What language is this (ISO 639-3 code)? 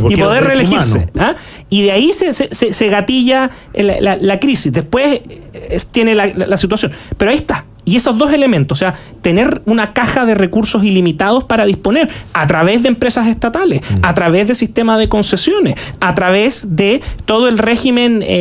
spa